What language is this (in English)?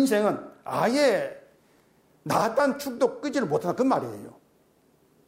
Korean